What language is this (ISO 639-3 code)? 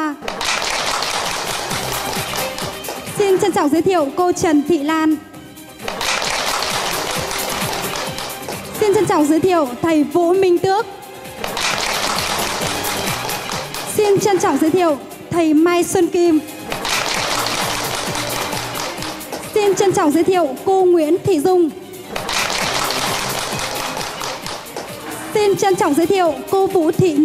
vie